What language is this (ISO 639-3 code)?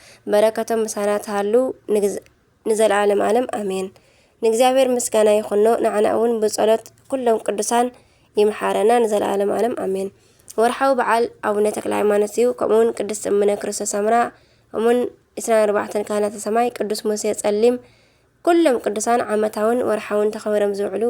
tir